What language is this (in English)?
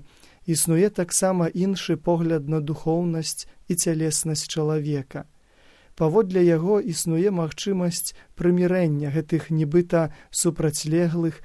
Belarusian